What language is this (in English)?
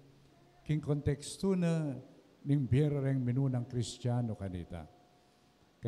Pampanga